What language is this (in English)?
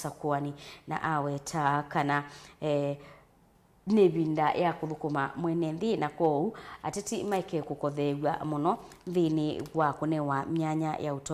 Kamba